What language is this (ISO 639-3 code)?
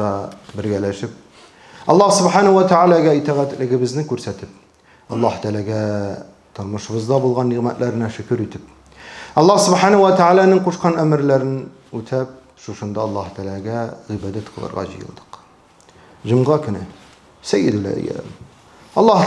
tat